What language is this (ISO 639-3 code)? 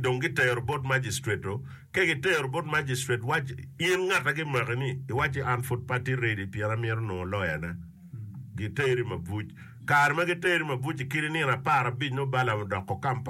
ach